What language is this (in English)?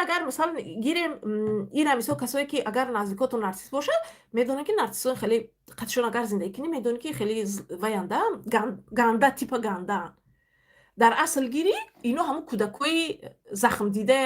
Tajik